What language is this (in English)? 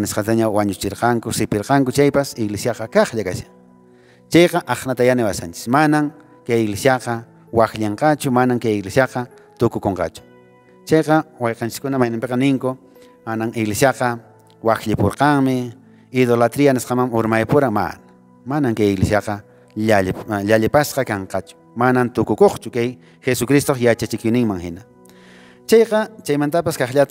Quechua